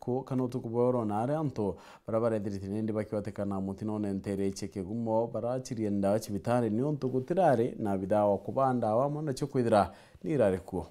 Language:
Meru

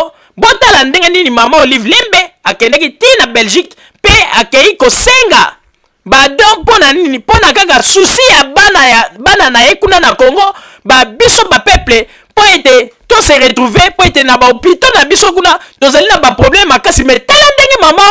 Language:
Lingala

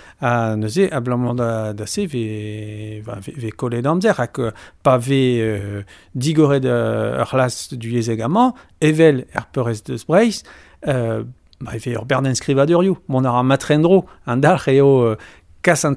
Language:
Breton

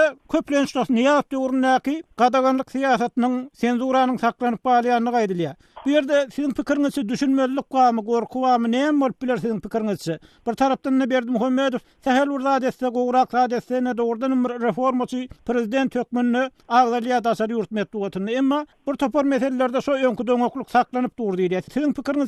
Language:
Turkmen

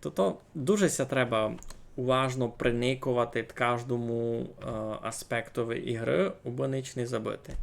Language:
Rusyn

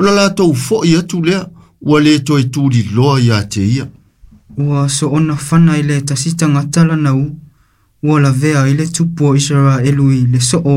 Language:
Samoan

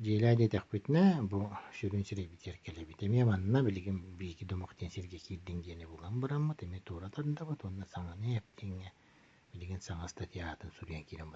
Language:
Yakut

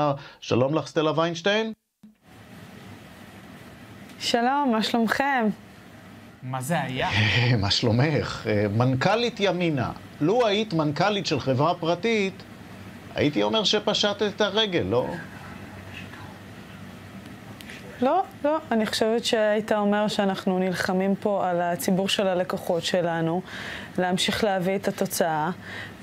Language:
Hebrew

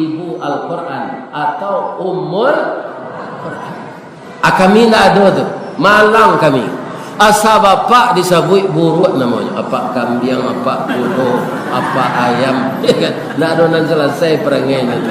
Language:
Minangkabau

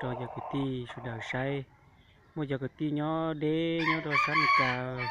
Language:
Hmong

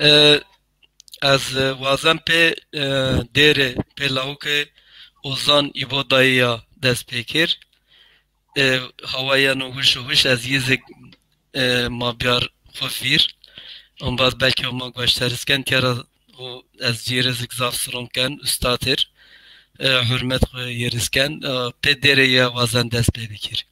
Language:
Zaza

